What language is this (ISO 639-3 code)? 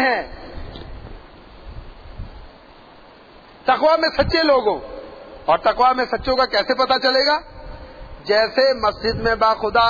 urd